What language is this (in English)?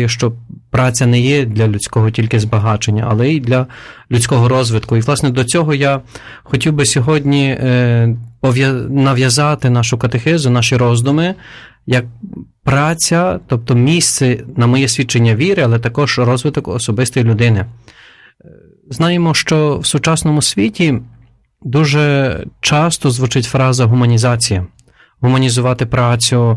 Ukrainian